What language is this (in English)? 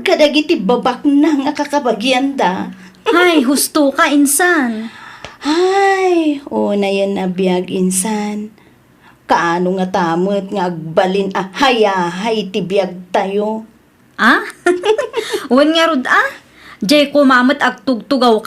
Iloko